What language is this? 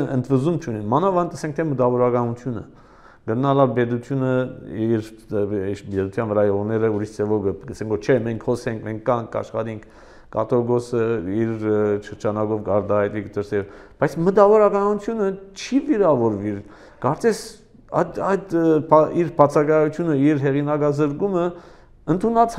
Armenian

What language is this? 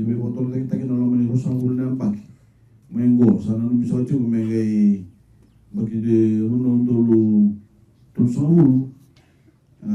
Fijian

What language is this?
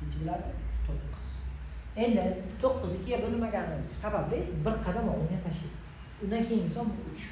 Uzbek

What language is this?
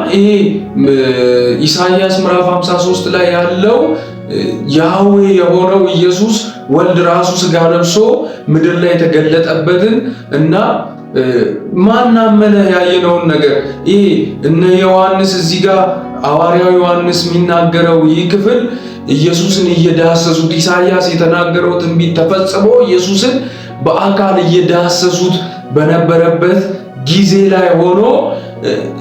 Amharic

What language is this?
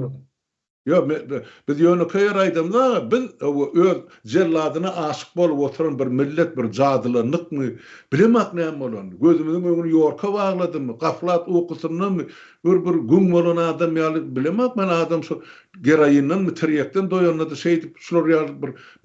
Turkmen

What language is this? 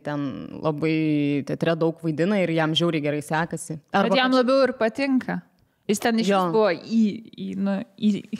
Lithuanian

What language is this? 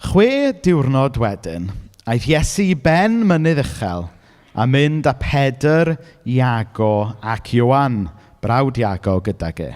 Welsh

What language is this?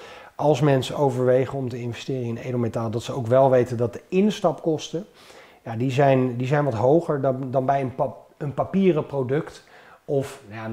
Dutch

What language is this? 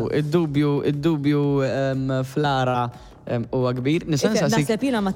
Maltese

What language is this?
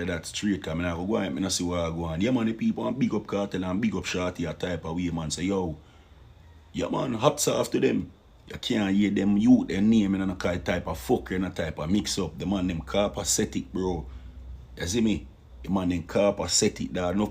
Jamaican Creole English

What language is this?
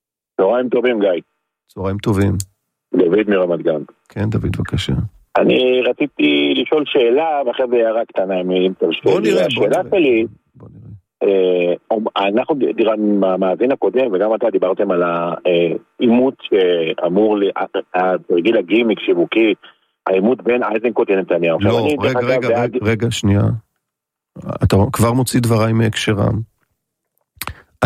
Hebrew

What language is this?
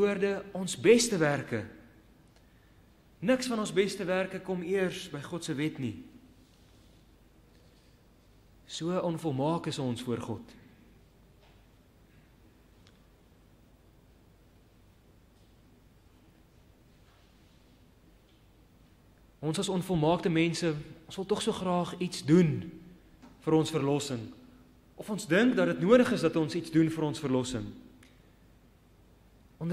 Afrikaans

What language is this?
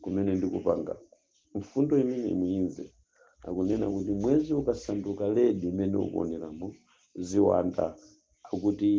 Nyanja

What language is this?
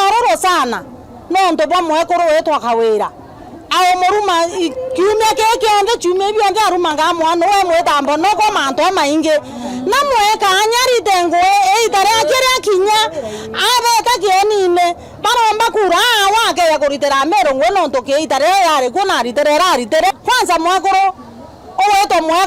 Meru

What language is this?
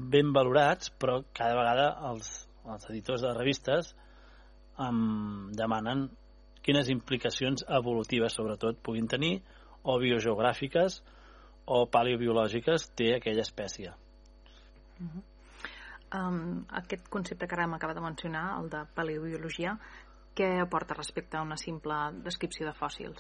Catalan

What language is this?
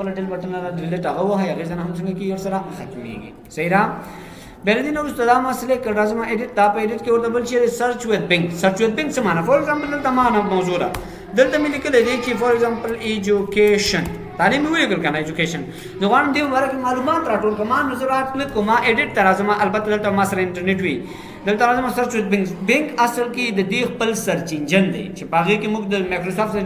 Pashto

